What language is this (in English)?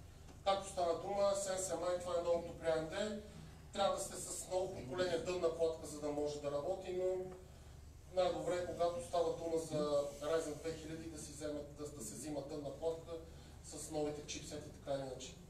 Bulgarian